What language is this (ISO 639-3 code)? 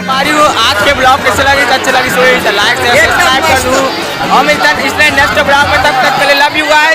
hne